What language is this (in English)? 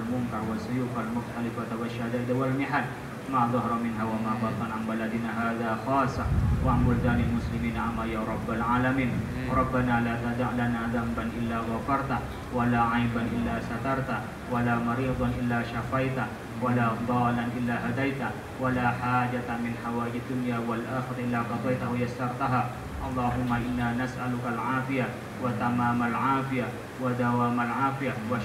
Indonesian